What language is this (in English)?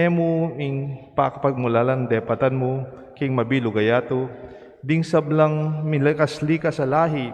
Pampanga